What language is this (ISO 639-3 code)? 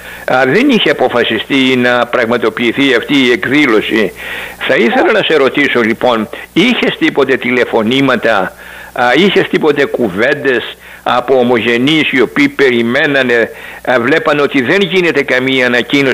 ell